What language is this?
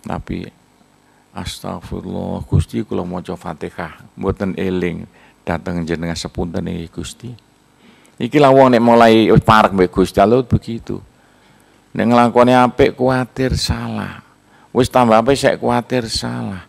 Javanese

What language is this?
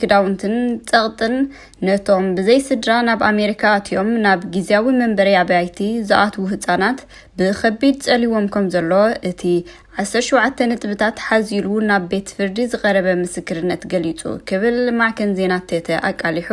Tigrinya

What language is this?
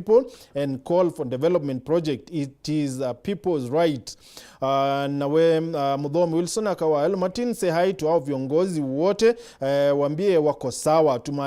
Meru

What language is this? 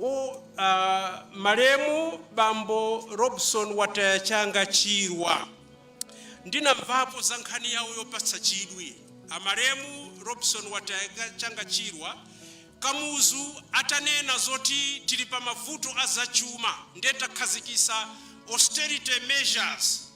Nyanja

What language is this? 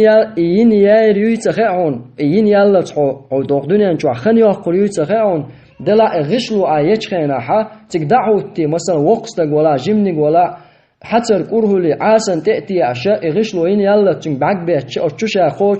Chechen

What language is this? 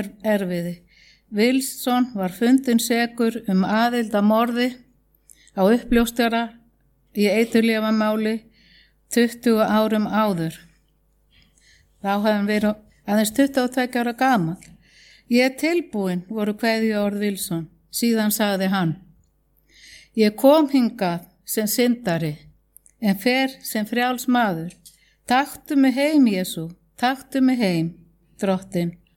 Icelandic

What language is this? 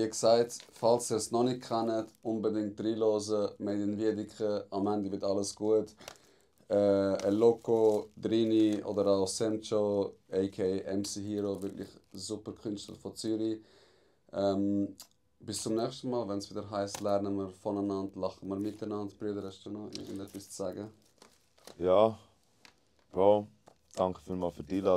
Swiss German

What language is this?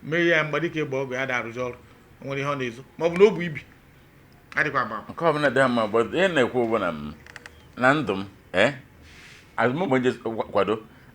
Igbo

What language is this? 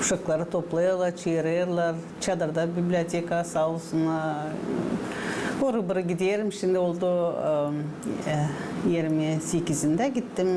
Gagauz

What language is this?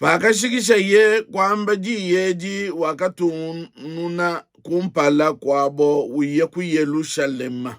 Luba-Lulua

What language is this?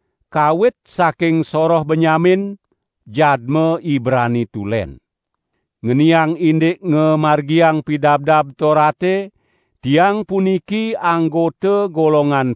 Balinese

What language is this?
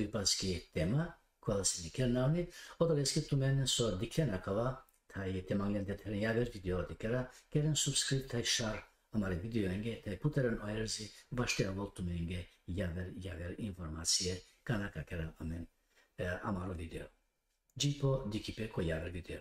Balkan Romani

